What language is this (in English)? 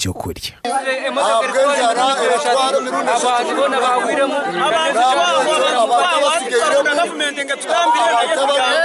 Nyankole